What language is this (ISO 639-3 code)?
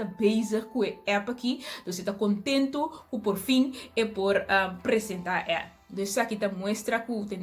pap